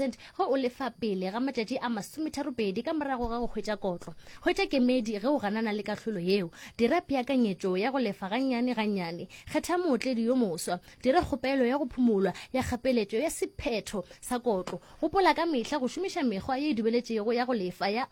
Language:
Northern Sotho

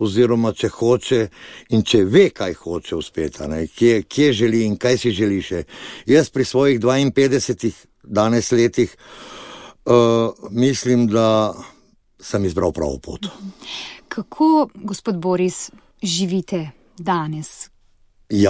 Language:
Slovenian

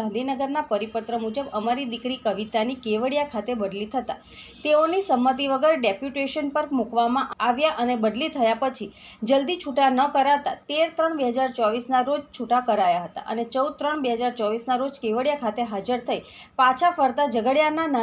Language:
Gujarati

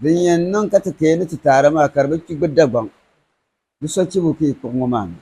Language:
Dagbani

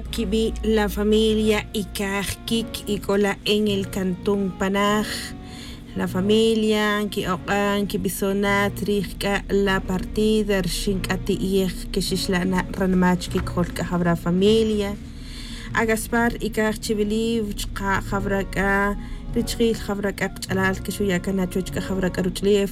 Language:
Tz'utujil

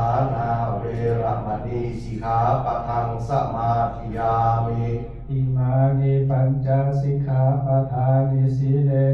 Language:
Pali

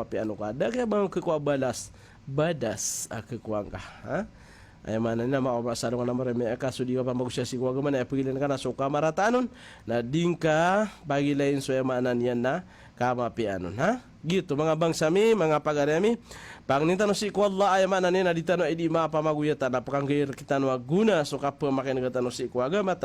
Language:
Maranao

